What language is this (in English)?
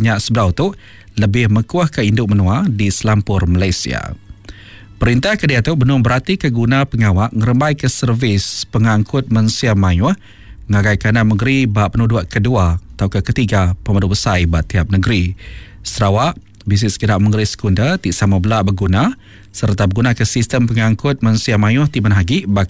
Iban